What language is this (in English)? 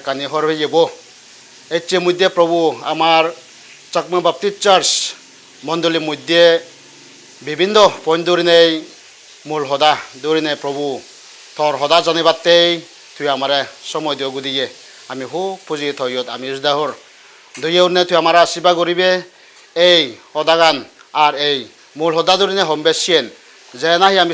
Chakma